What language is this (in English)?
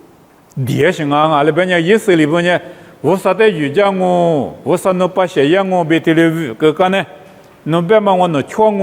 Lisu